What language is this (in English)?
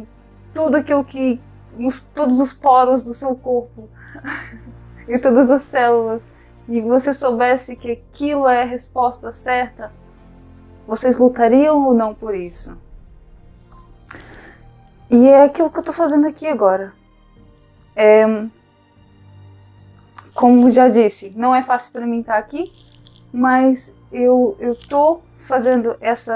Portuguese